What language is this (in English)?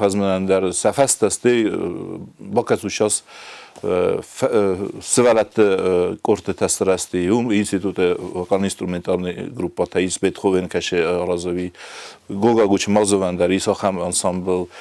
Ossetic